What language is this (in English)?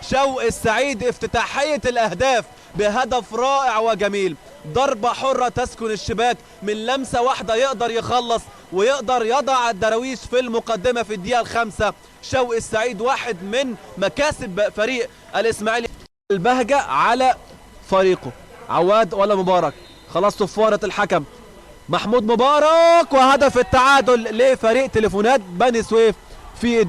Egyptian Arabic